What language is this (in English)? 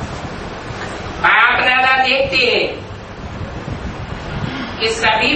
Hindi